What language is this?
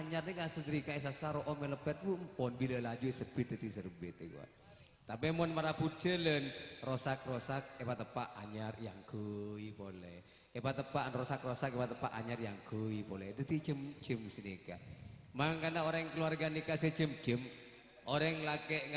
Madurese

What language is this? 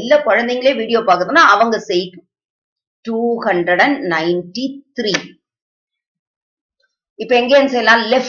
Tamil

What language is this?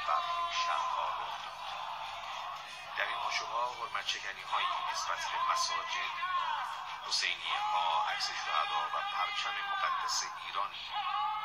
Persian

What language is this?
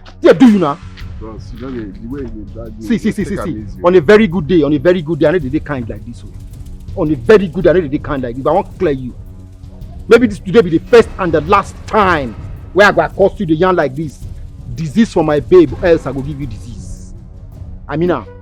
Nigerian Pidgin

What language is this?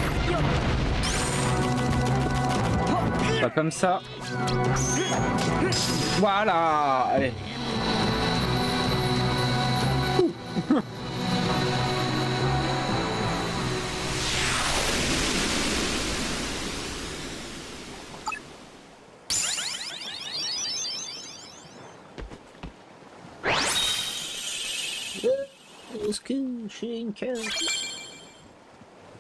French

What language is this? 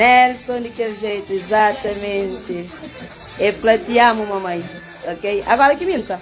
Kabuverdianu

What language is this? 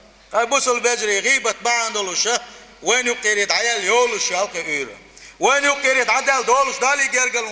Chechen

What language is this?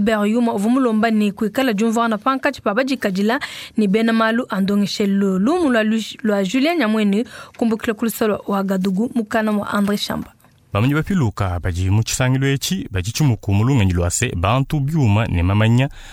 Luba-Lulua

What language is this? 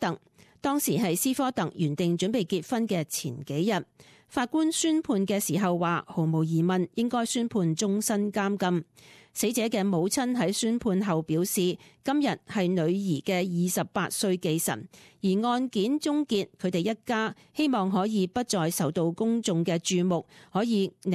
Cantonese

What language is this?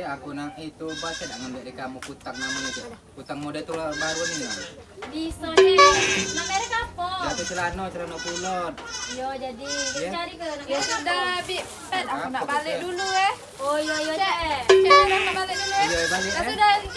Musi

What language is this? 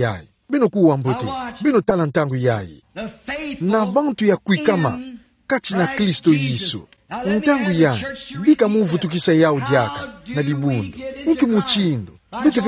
Kituba (Democratic Republic of Congo)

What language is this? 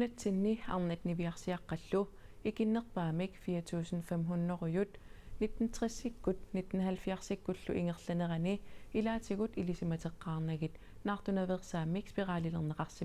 Kalaallisut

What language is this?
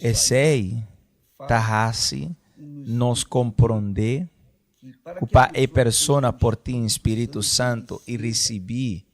Papiamento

